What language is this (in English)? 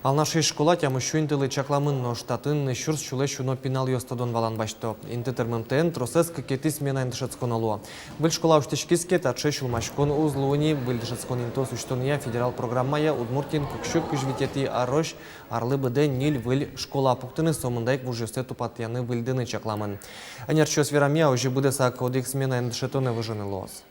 Udmurt